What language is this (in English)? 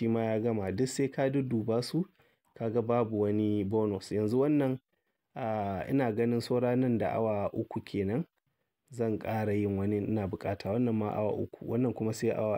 Hausa